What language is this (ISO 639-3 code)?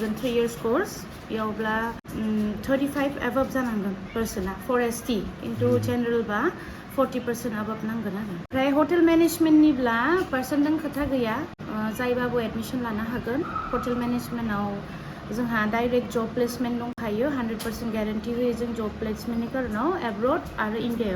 brx